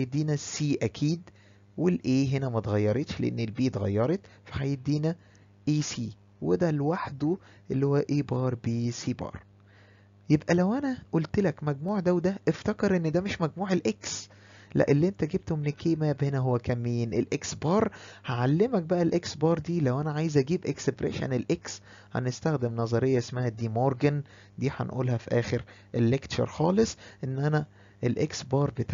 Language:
Egyptian Arabic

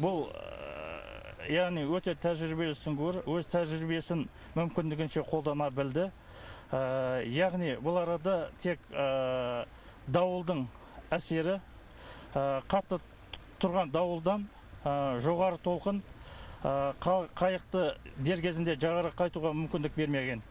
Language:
Kazakh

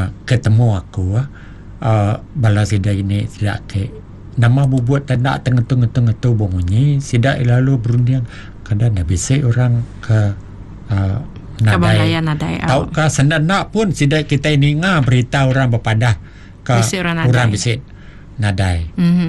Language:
Iban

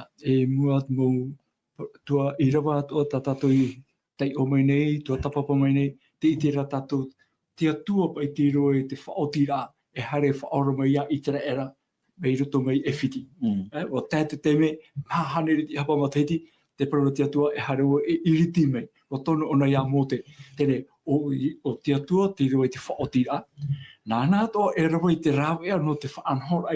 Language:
Tahitian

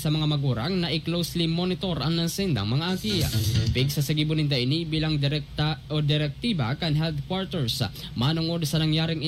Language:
Bikol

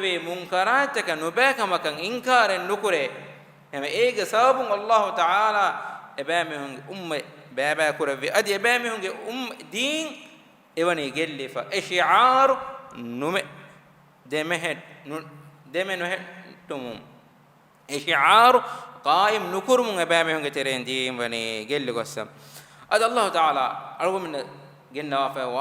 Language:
Divehi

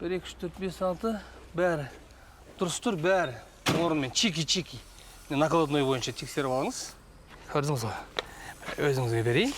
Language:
Kazakh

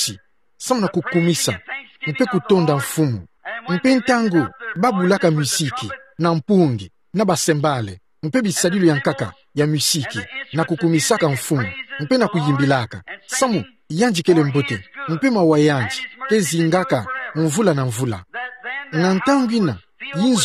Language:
Kituba (Democratic Republic of Congo)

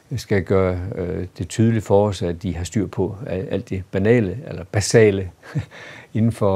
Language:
Danish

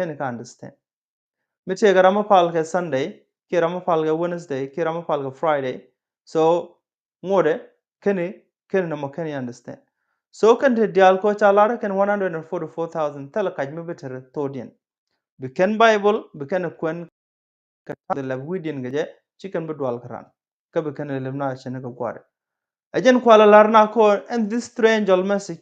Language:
Nuer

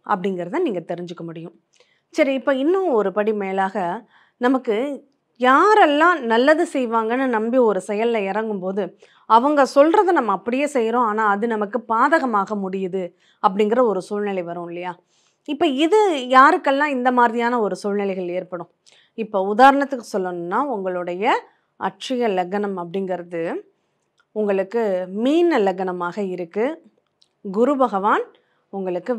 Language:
Tamil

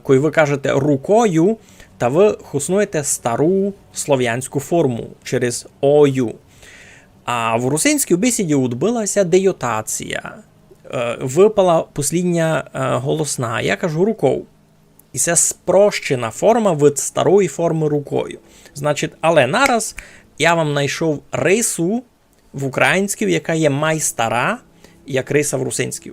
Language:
Rusyn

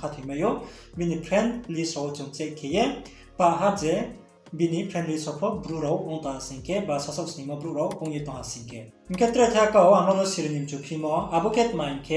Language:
Riang (India)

